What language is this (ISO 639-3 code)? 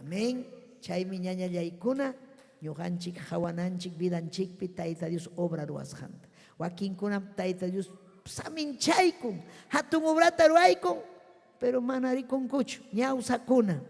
quy